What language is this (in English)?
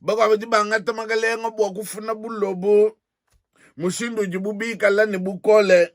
Luba-Lulua